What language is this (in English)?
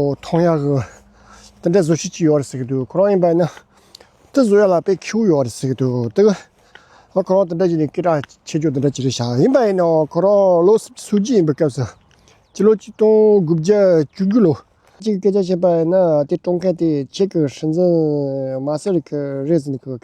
Tibetan